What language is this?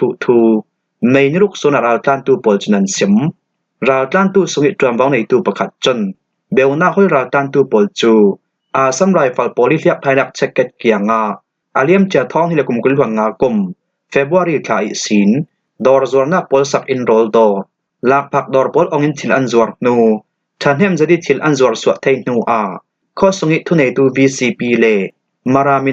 Falam Chin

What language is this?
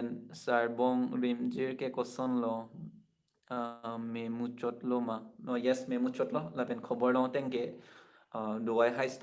Karbi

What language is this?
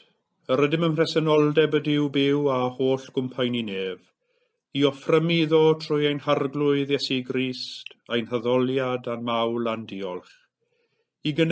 Welsh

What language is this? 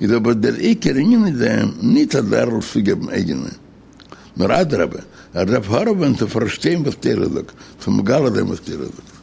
Yiddish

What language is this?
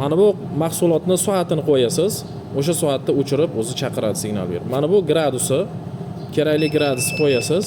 Uzbek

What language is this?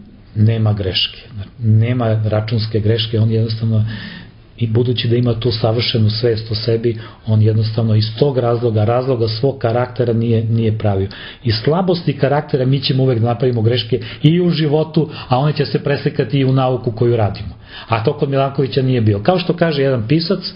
Serbian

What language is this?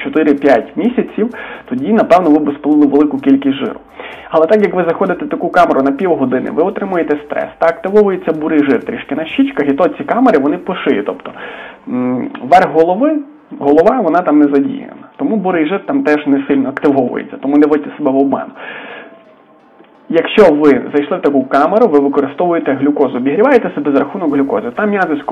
Ukrainian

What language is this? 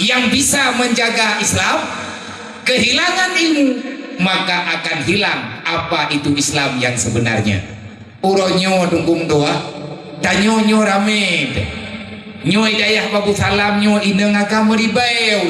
Achinese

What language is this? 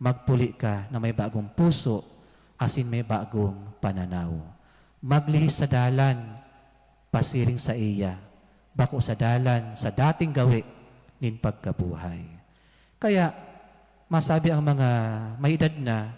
Bikol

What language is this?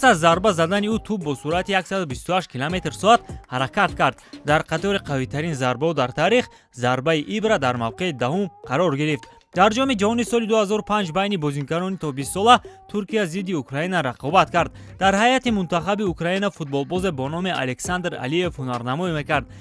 Tajik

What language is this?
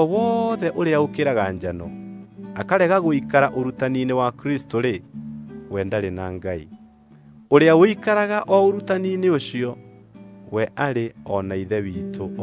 Kikuyu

